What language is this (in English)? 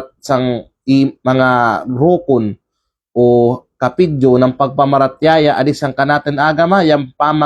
Kalagan